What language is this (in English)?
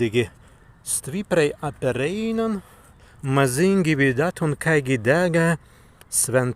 Prussian